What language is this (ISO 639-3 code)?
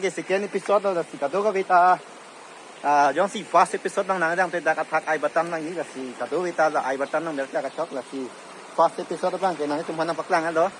mjw